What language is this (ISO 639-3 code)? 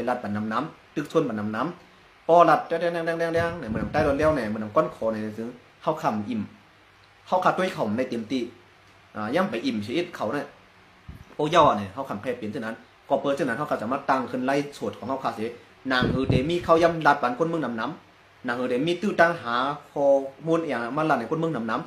shn